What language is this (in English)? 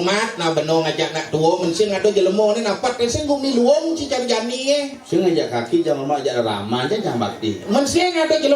Balinese